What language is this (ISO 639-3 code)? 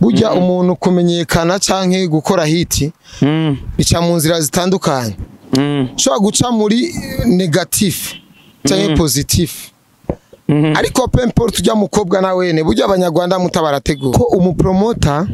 run